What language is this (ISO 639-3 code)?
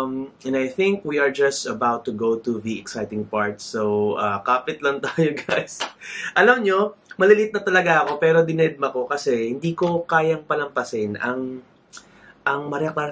fil